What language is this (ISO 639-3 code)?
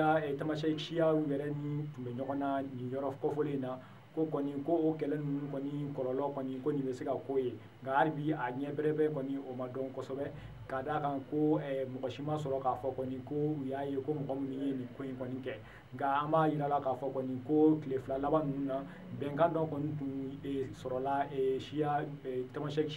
bam